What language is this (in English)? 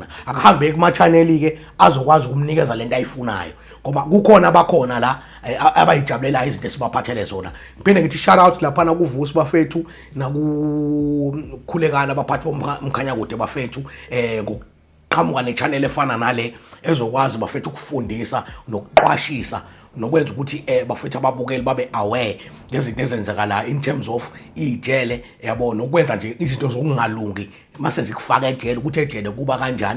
Zulu